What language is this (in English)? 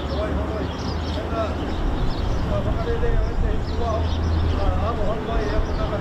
Māori